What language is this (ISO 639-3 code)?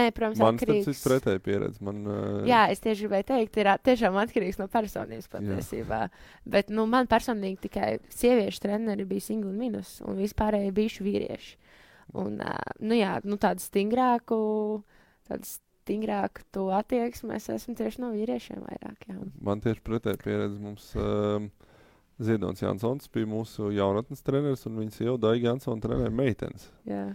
lav